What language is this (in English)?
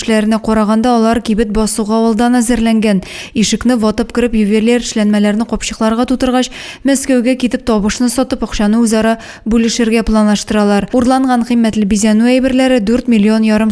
Tatar